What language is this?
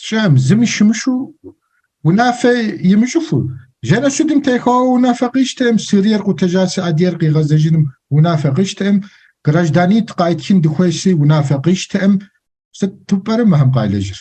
Kabardian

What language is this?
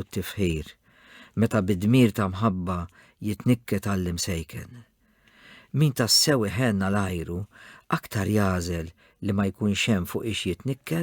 Maltese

